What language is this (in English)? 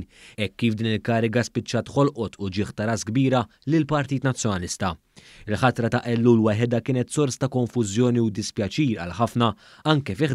Maltese